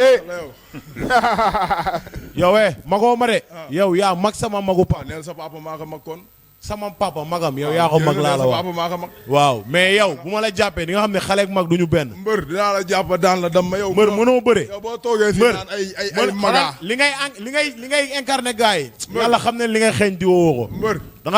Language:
Wolof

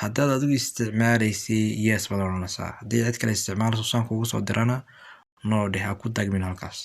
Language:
Somali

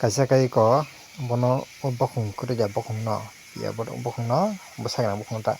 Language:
Kok Borok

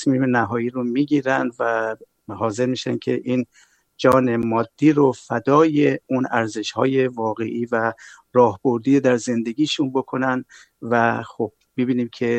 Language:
Persian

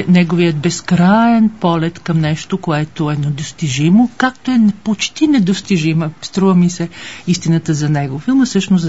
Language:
Bulgarian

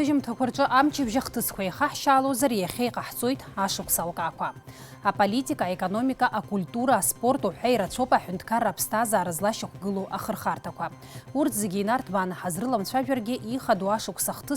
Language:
Abkhazian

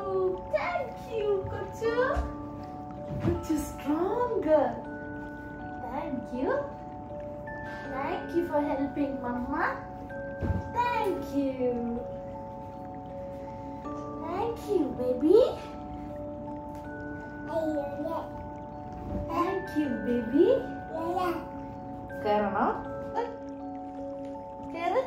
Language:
Malayalam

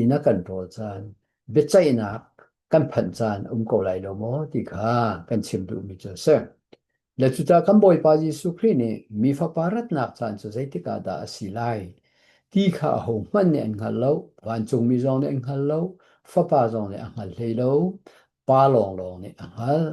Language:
Hakha Chin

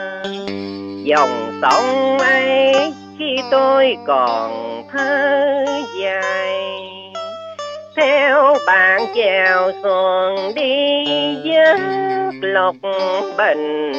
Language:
Vietnamese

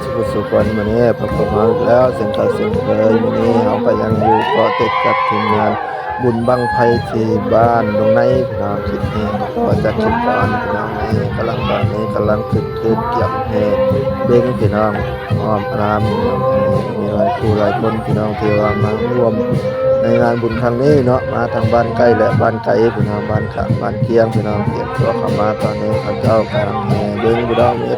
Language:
Northeastern Thai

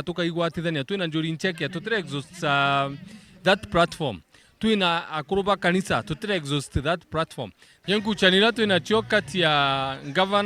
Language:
Meru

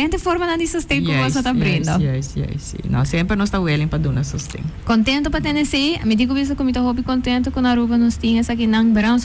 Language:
Papiamento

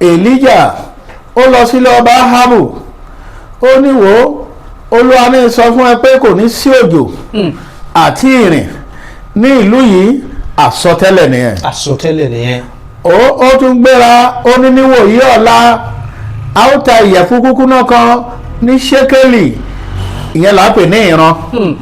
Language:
Yoruba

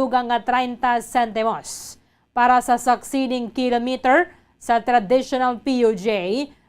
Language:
Hiligaynon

